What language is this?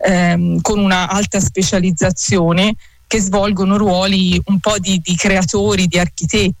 Italian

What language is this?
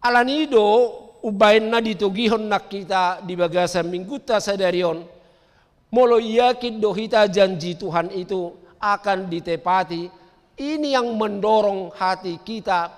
Batak Toba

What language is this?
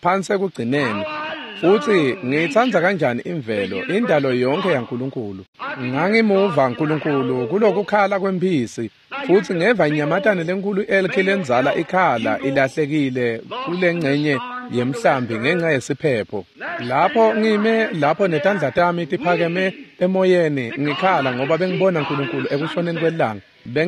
Swati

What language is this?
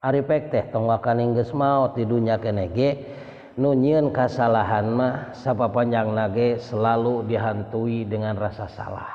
Sundanese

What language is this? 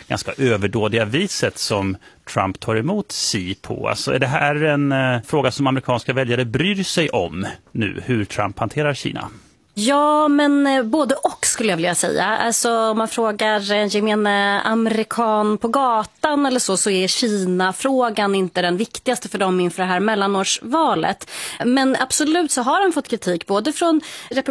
Swedish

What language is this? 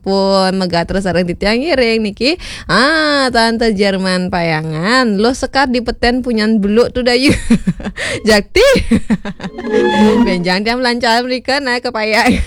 Balinese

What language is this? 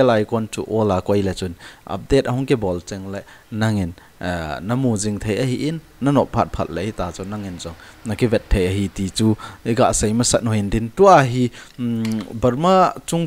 Thado Chin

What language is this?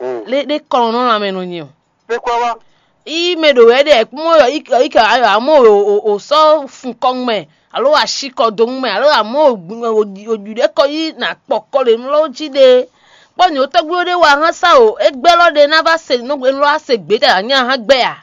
Fon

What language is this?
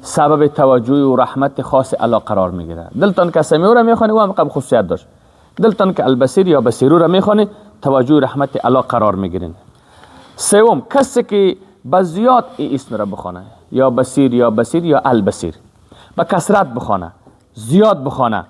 Persian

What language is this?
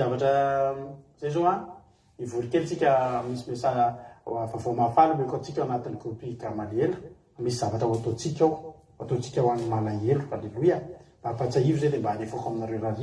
Malagasy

